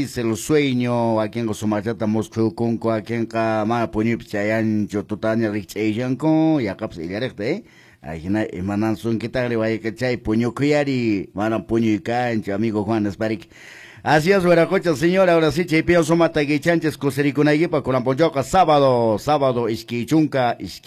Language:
Quechua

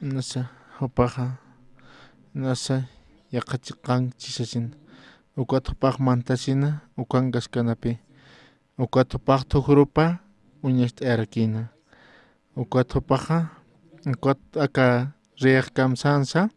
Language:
Aymara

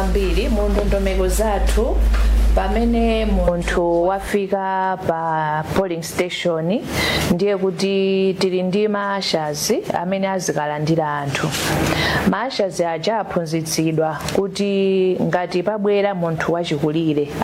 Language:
Nyanja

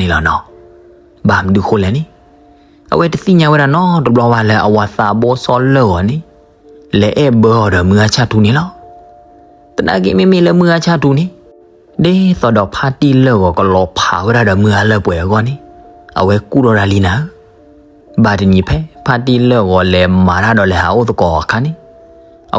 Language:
S'gaw Karen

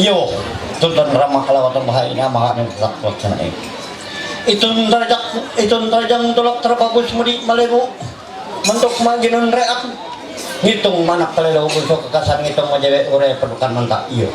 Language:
Ma'anyan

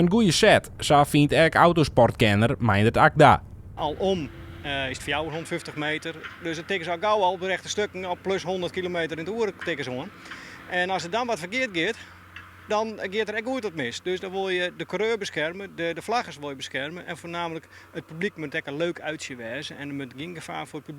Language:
Western Frisian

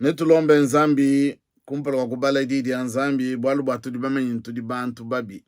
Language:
Luba-Lulua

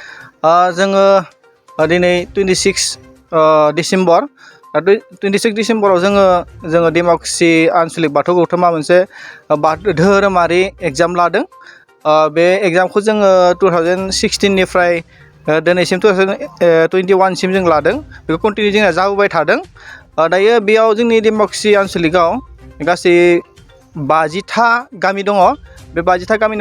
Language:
Bodo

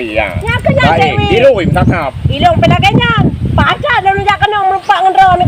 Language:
Achinese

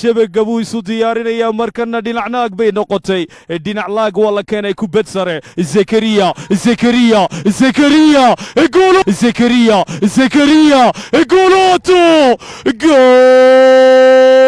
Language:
Somali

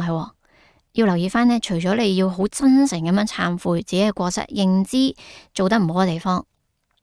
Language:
Cantonese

